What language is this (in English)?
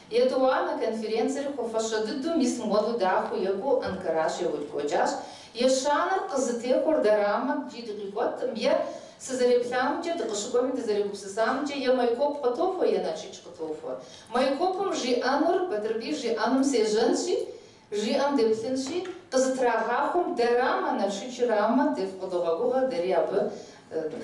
Kabardian